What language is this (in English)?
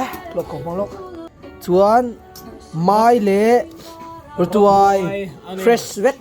Mizo